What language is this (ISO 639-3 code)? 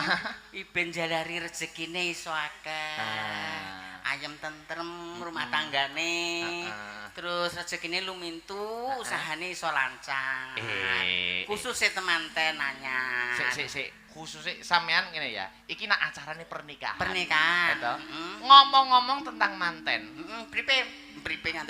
jav